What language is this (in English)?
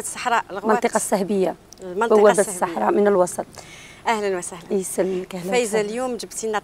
Algerian Arabic